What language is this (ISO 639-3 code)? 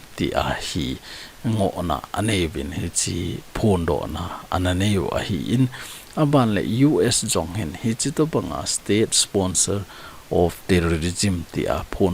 tcz